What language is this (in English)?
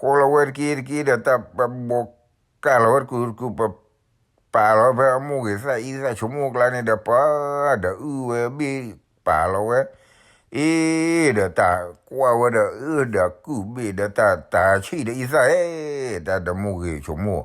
S'gaw Karen